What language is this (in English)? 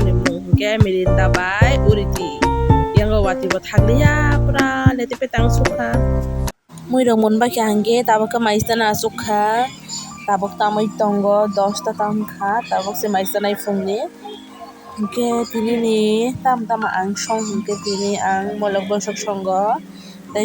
Kok Borok